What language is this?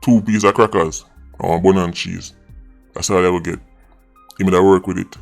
Jamaican Creole English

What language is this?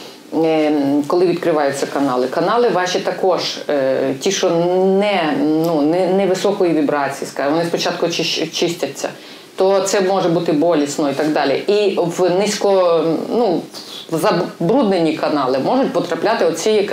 Ukrainian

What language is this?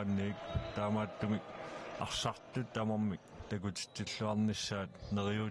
Kalaallisut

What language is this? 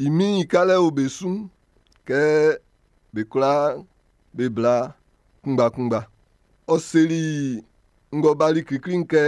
Baoulé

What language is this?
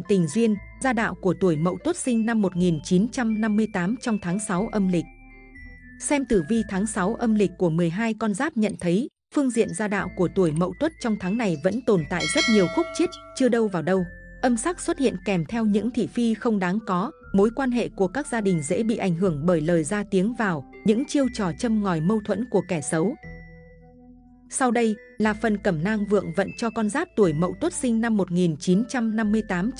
Vietnamese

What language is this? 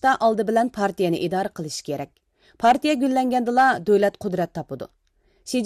Uyghur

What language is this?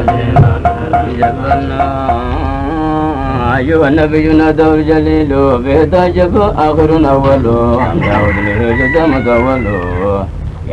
Arabic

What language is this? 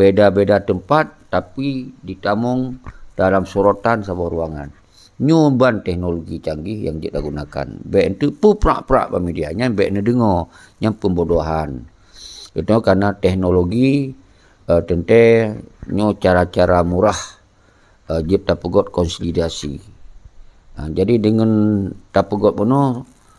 Achinese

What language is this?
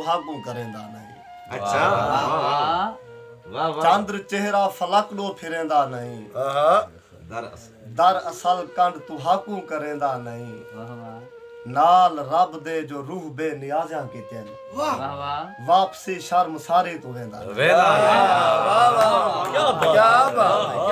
Saraiki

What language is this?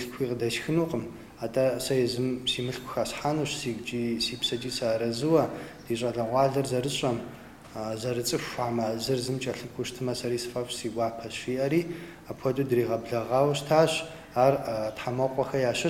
Kabardian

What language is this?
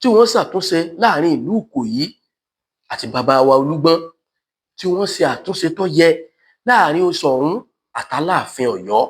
Yoruba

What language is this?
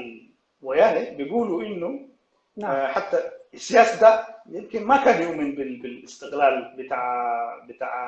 Sudanese Arabic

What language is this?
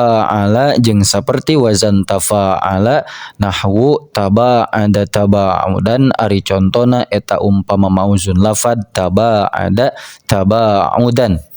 Sundanese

